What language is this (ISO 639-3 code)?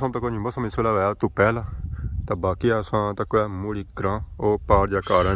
phr